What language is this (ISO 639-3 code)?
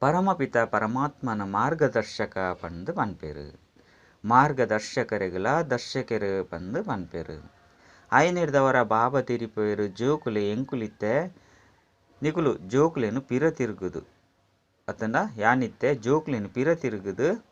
tcy